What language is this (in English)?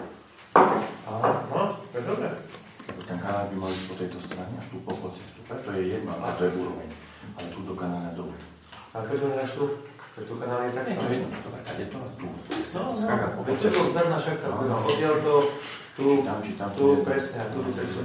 Slovak